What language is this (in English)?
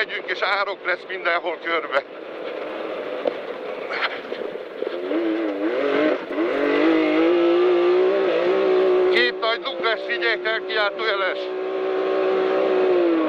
Hungarian